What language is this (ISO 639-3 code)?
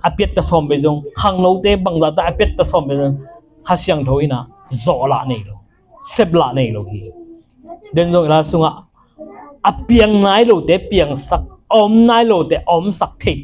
ctd